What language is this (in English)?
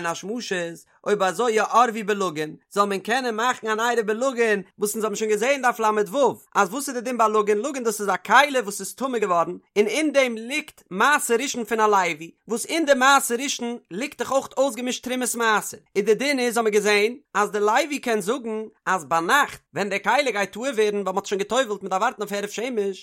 Yiddish